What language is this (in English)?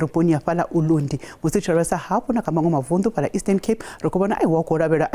Venda